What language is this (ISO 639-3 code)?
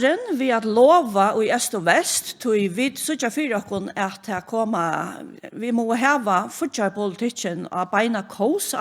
fao